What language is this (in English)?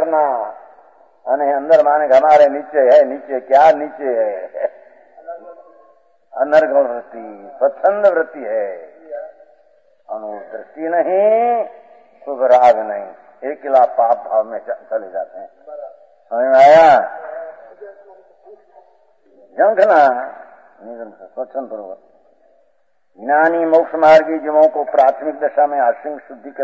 Hindi